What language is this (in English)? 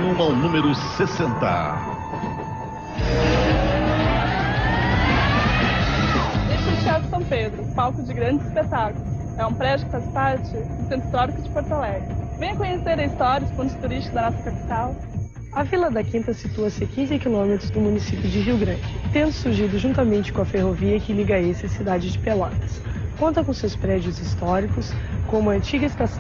Portuguese